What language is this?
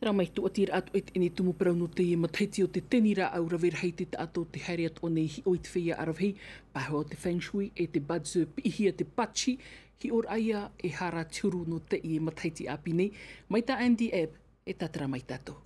Tahitian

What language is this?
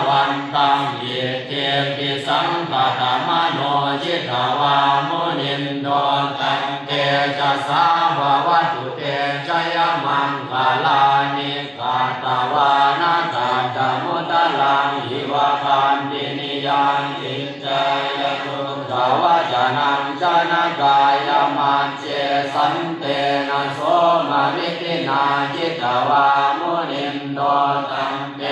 Pali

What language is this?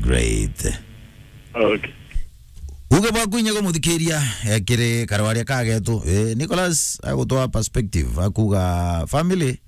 Meru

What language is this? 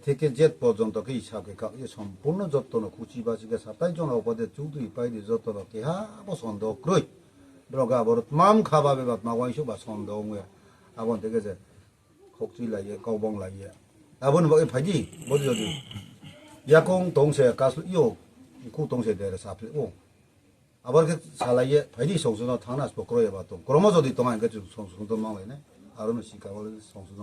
Riang (India)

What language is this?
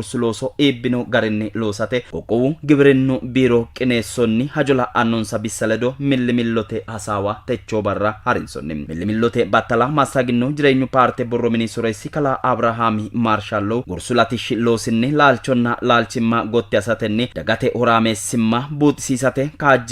Sidamo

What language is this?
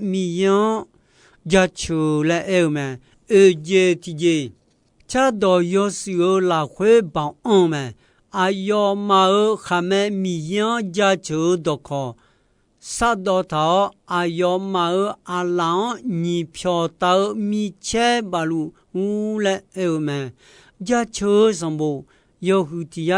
Akha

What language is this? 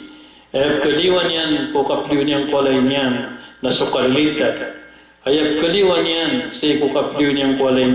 Maranao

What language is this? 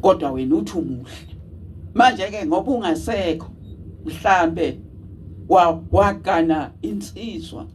Zulu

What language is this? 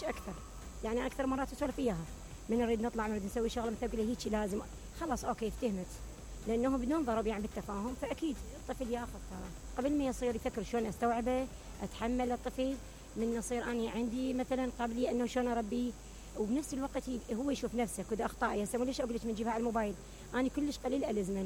Mesopotamian Arabic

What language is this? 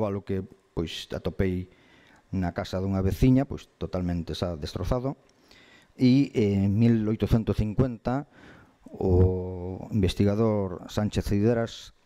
Galician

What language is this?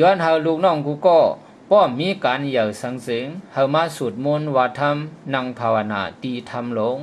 Shan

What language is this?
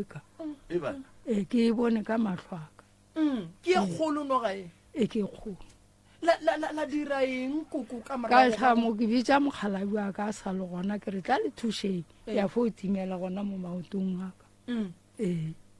Northern Sotho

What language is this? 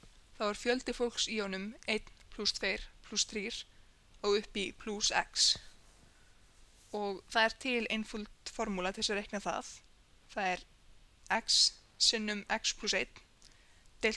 Icelandic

